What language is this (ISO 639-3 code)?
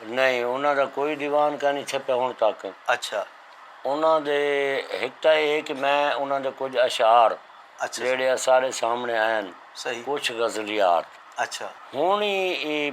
skr